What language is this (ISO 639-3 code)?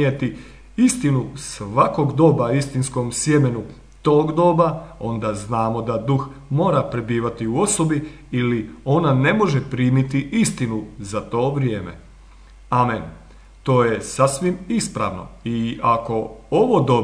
hrv